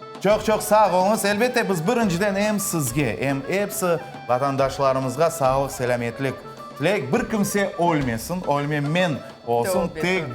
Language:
Crimean Tatar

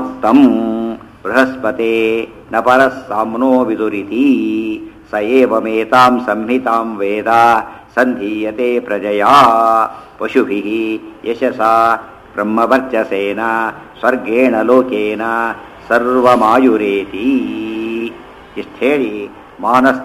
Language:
Kannada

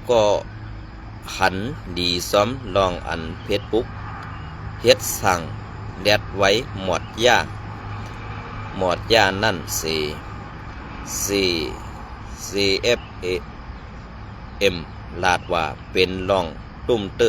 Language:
Shan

